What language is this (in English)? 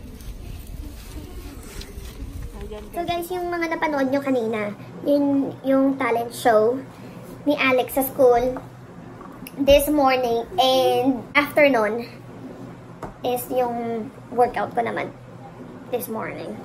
Filipino